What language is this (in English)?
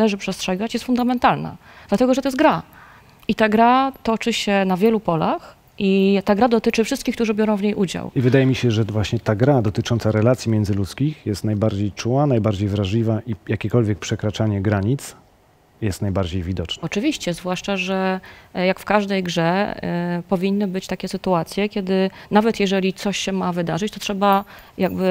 Polish